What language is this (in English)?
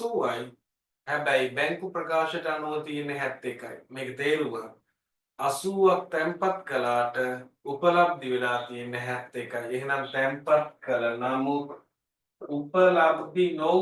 Sinhala